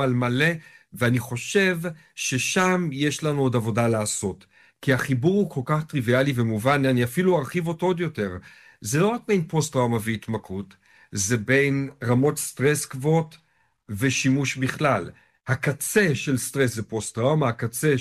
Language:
Hebrew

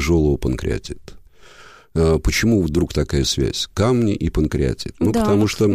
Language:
Russian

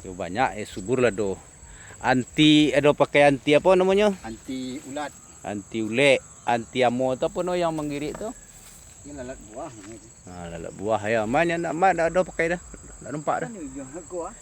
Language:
Minangkabau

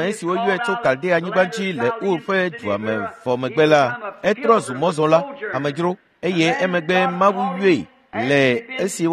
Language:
Ewe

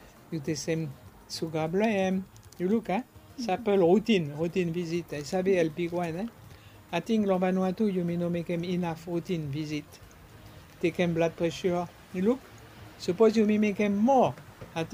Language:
Bislama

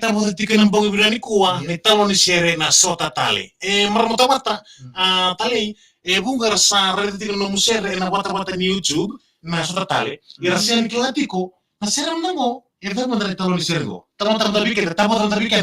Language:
Fijian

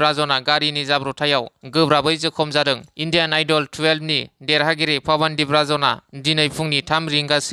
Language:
Bodo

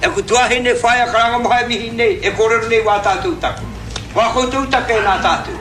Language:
Māori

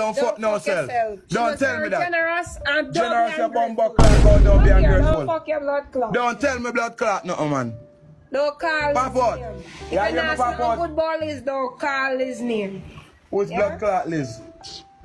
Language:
Jamaican Creole English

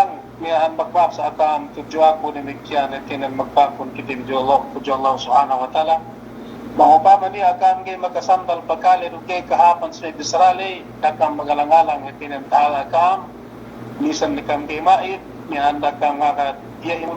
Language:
Yakan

